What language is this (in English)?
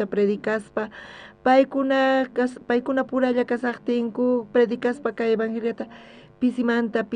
South Bolivian Quechua